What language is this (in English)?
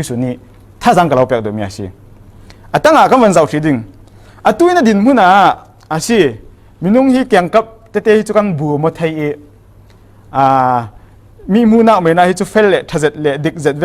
Falam Chin